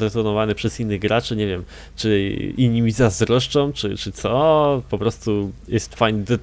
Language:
Polish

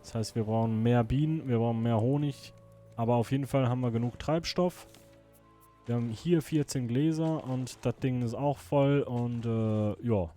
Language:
Swiss German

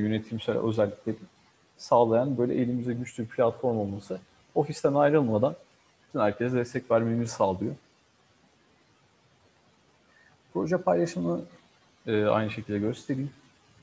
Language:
Turkish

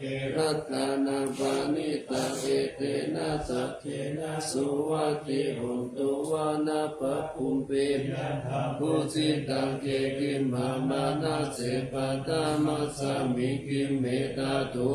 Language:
Pali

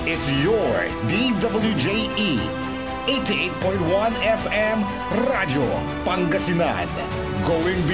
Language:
Pangasinan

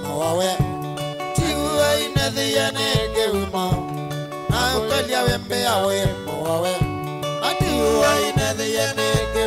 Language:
Kamba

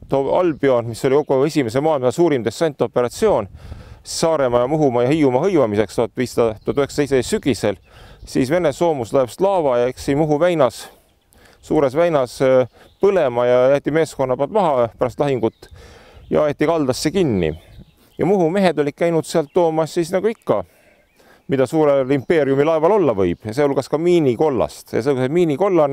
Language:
Estonian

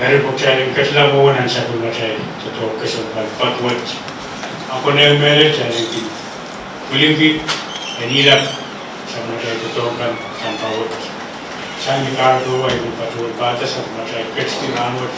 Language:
Pohnpeian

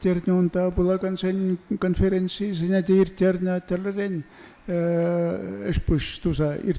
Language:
Chuvash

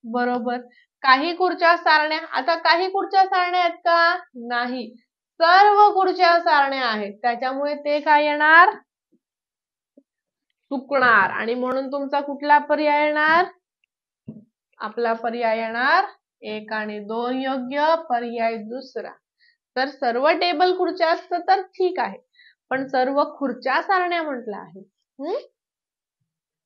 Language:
Marathi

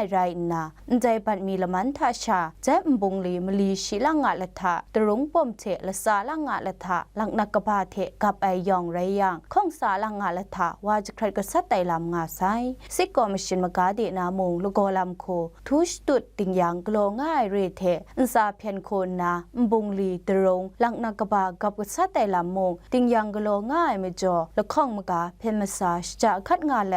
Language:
Kachin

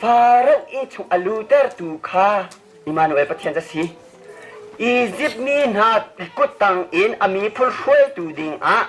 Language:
Hakha Chin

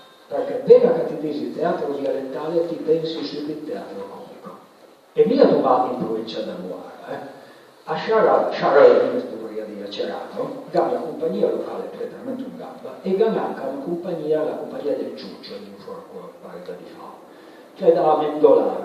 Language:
Piedmontese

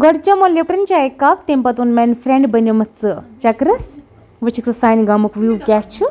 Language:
Kashmiri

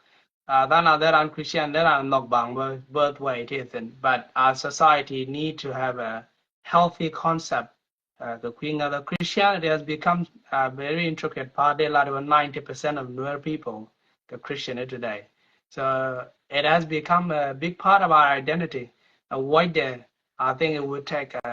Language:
Nuer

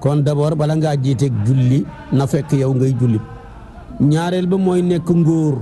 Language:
Wolof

